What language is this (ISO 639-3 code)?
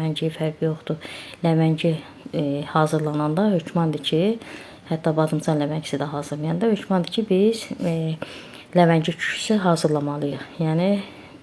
aze